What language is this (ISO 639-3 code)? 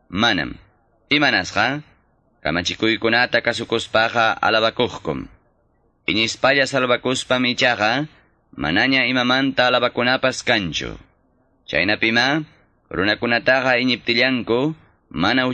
que